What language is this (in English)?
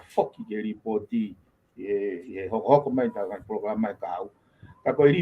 Tongan